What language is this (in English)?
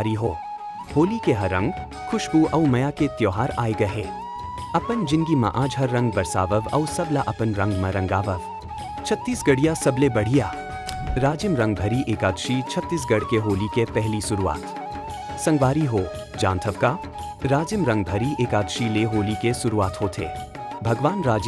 Chhattisgarhi